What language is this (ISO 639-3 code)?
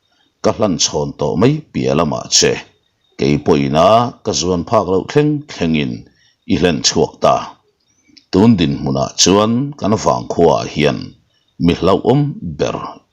lus